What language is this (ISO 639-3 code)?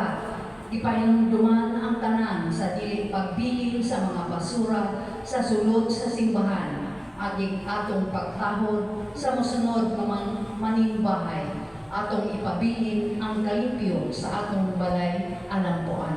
ceb